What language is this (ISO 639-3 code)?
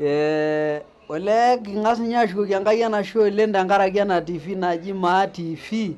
mas